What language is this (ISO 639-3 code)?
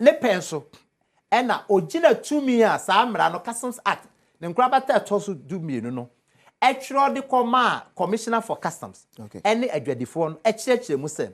aka